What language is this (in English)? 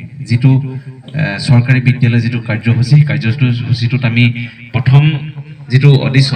Assamese